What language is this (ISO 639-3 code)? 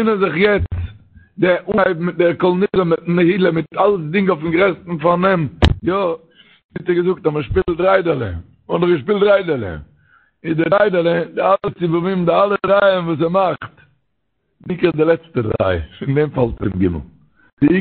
yid